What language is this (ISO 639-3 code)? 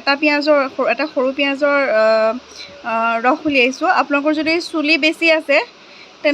asm